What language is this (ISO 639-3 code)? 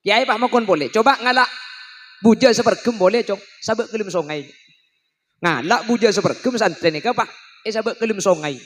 mad